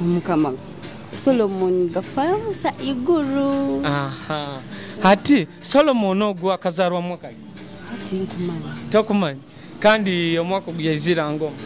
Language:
Nyoro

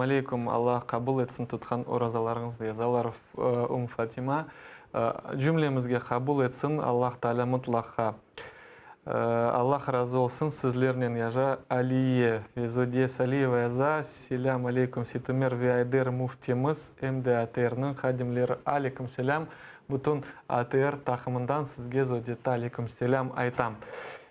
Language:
Crimean Tatar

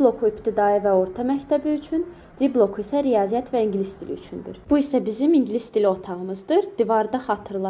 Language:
Azerbaijani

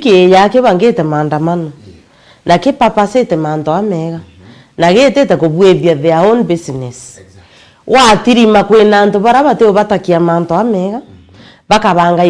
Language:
Meru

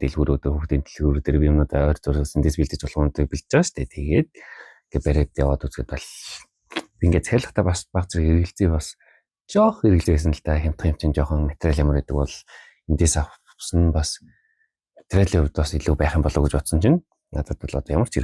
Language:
Mongolian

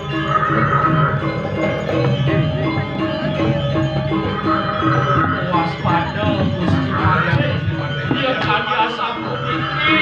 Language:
Balinese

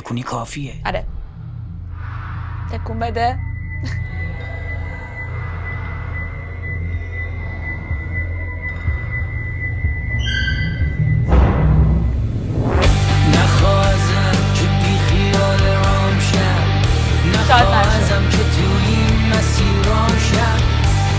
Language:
Persian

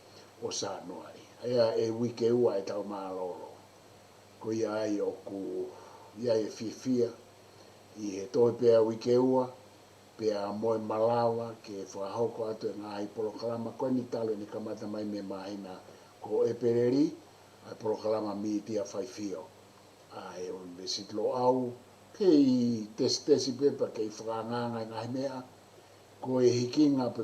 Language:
Tongan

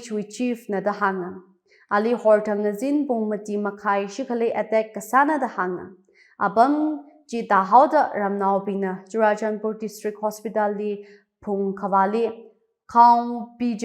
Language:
Tangkhul Naga (India)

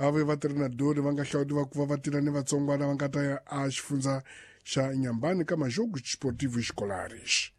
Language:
Tsonga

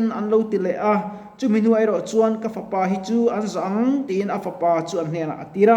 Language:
Mizo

